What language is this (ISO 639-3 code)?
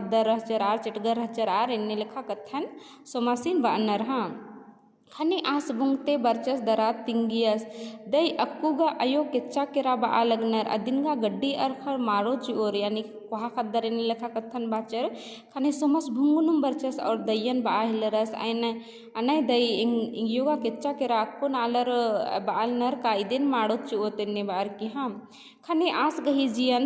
kru